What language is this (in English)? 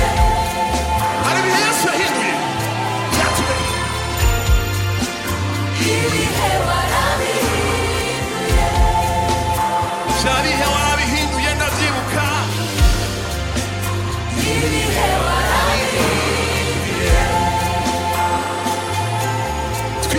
Kinyarwanda